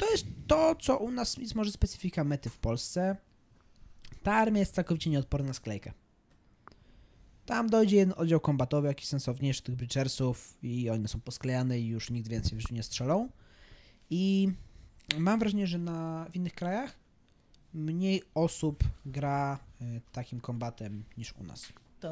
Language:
Polish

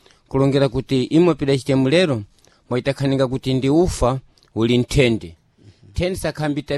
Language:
Sena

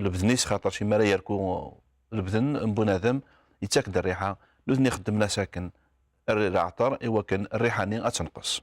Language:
Kabyle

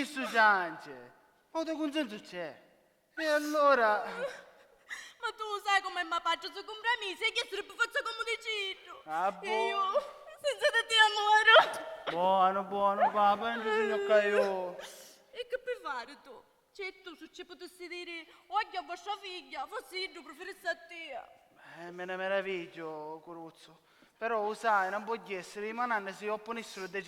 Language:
Sicilian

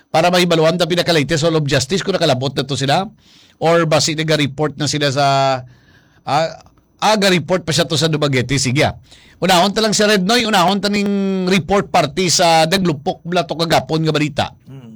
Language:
Hiligaynon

